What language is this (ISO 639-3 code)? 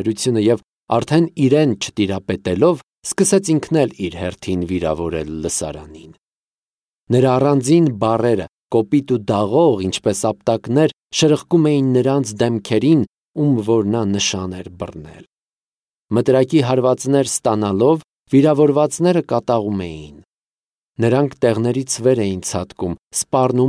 hye